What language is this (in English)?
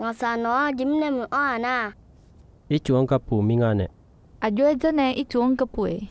Akha